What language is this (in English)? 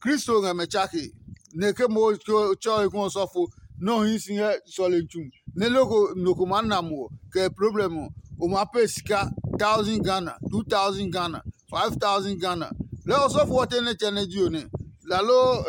Adangme